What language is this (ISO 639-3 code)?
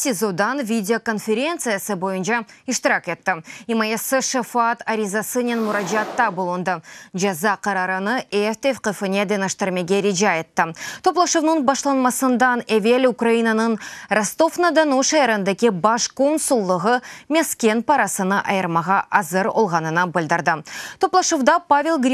crh